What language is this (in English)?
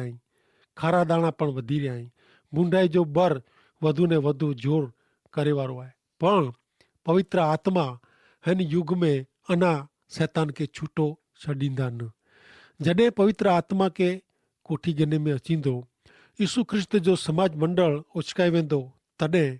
Kachhi